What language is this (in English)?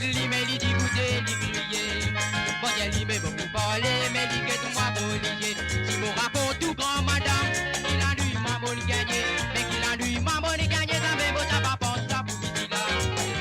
Morisyen